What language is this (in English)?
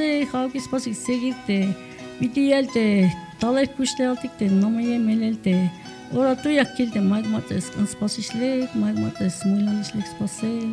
Tzeltal